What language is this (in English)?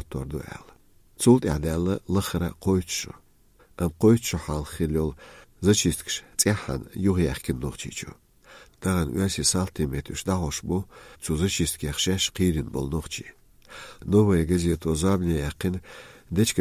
Chechen